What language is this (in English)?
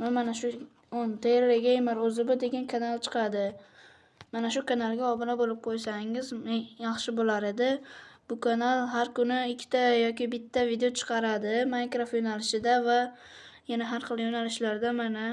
Uzbek